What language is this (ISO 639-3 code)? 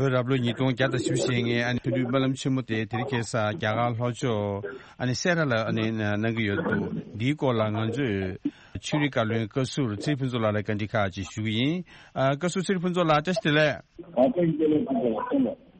bod